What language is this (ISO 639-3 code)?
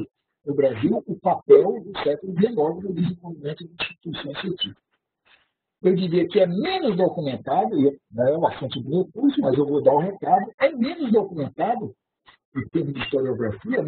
por